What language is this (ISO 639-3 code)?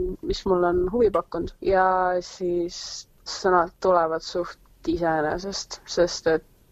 est